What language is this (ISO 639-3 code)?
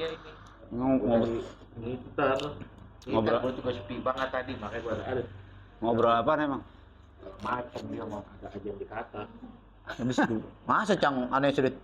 bew